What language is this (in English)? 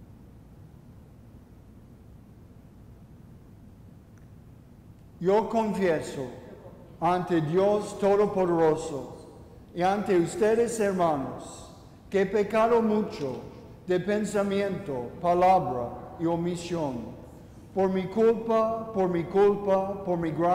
Spanish